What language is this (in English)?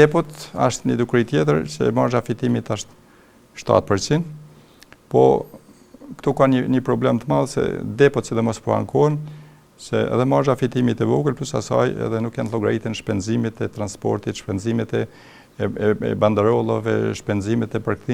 Albanian